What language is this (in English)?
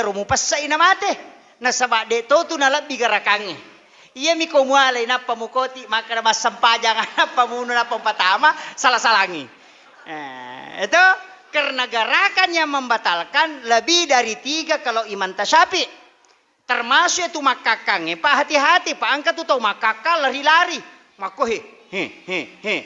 Buginese